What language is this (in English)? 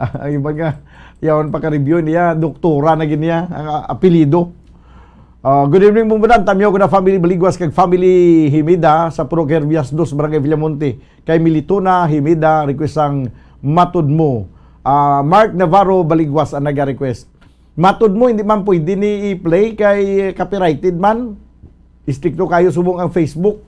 Hiligaynon